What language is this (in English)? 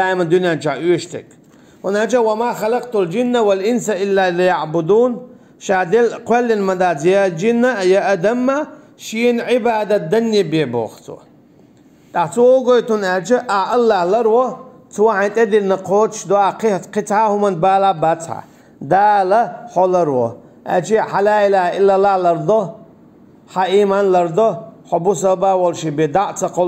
Chechen